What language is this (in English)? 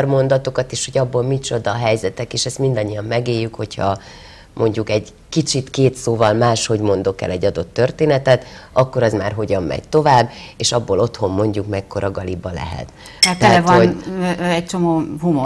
Hungarian